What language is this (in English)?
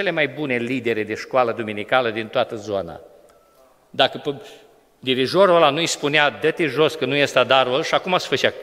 Romanian